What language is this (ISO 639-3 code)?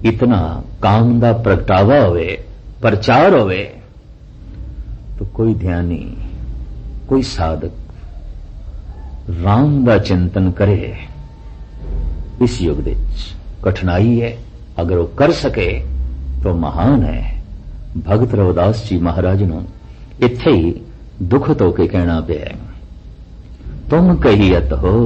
pan